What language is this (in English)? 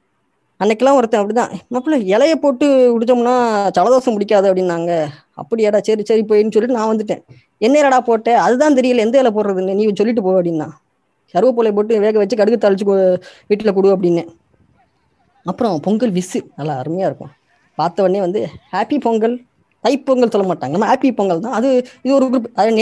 Tamil